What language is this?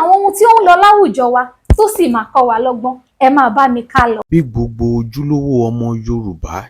Yoruba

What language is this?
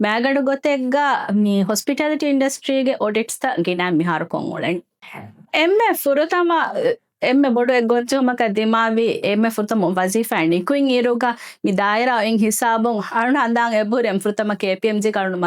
Divehi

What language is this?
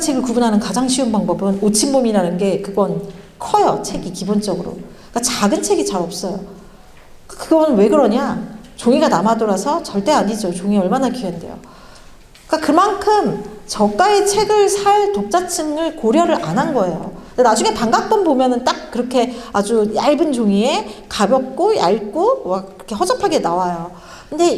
Korean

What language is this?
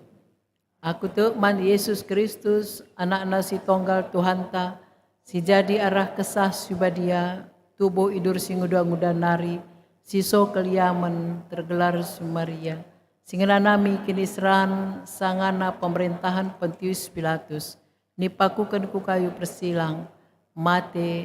Batak Karo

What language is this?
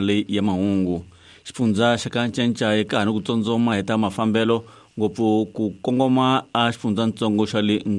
Tsonga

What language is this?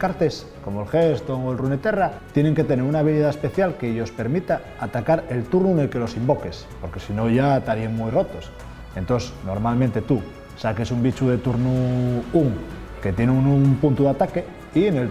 Asturian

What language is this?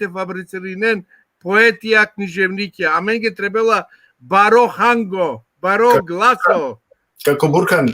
Balkan Romani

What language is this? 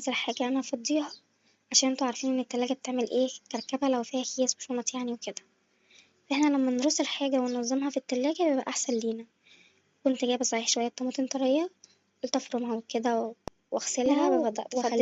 Egyptian Arabic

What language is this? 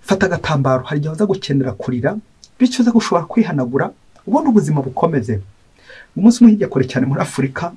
Kinyarwanda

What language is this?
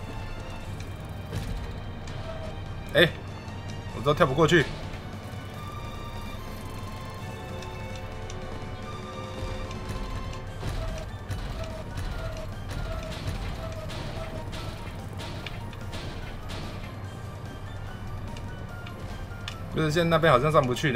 Chinese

